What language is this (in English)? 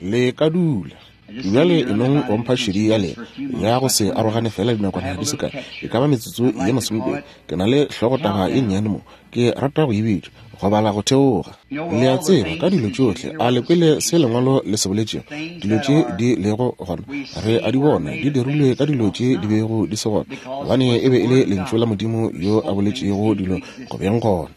Northern Sotho